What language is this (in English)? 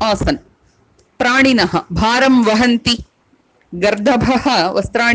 Sanskrit